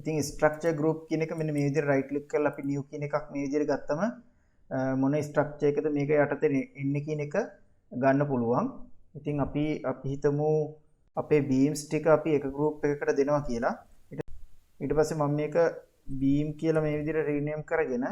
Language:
Sinhala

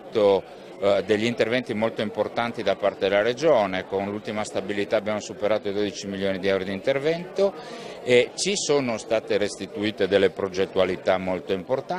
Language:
Italian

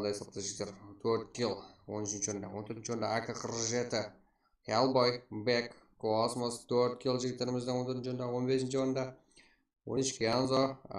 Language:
Kara-Kalpak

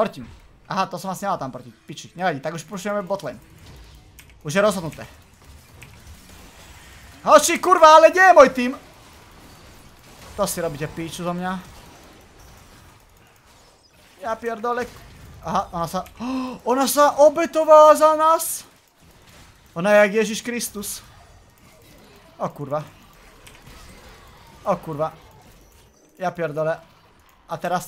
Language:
Slovak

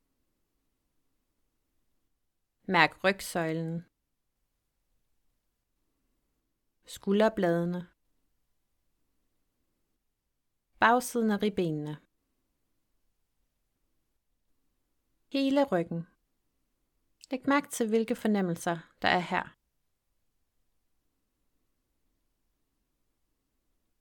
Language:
Danish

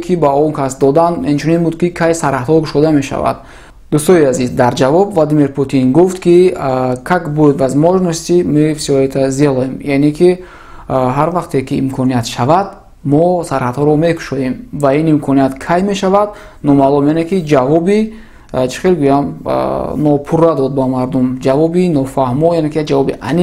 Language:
Tajik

